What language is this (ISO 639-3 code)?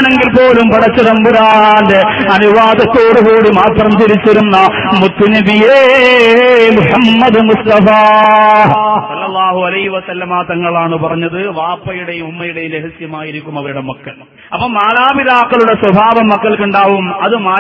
mal